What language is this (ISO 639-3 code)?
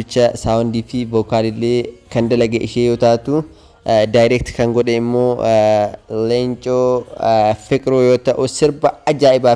orm